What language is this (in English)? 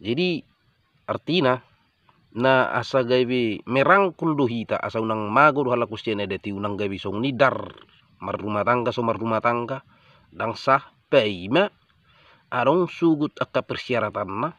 Batak Toba